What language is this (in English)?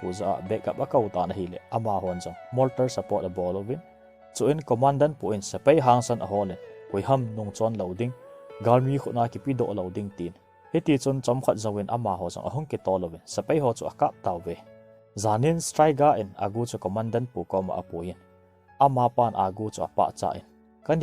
Thado Chin